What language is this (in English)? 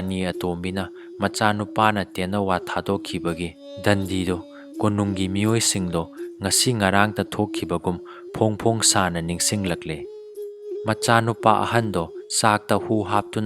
Manipuri